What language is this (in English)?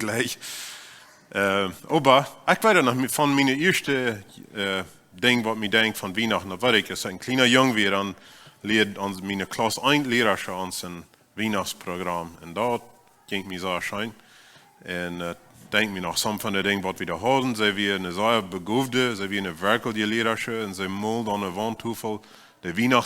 Plautdietsch